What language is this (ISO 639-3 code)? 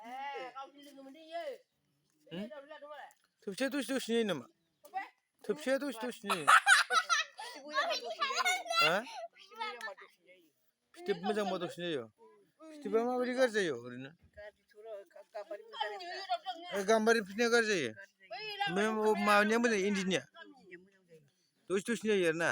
brx